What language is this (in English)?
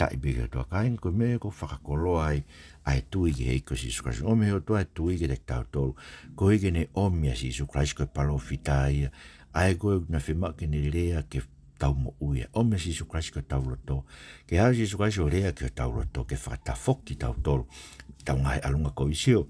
Tongan